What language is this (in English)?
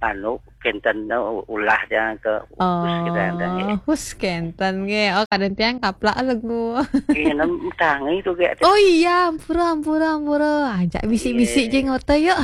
Balinese